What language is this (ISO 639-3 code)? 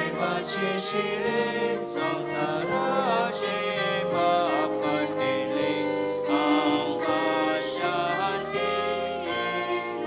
kok